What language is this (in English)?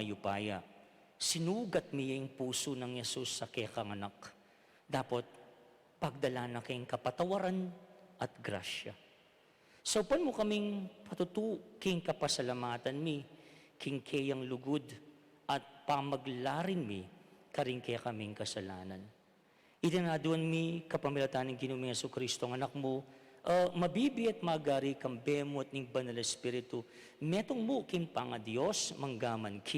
Pampanga